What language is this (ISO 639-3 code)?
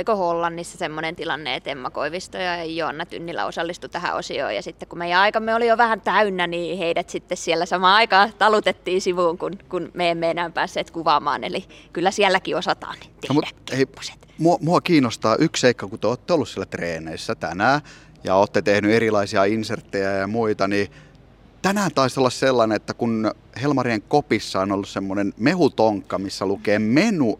fin